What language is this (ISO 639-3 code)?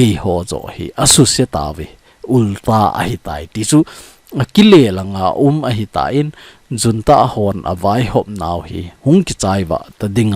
tcz